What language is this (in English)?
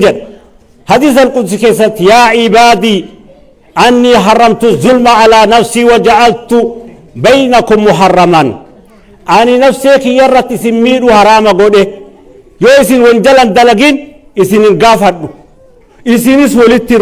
Oromo